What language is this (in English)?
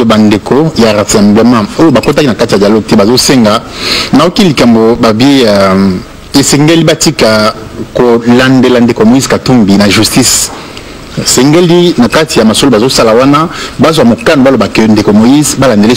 Lingala